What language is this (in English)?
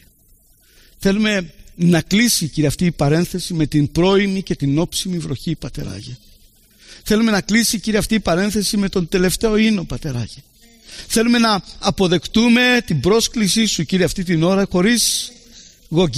Greek